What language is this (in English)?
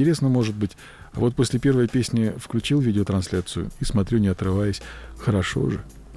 Russian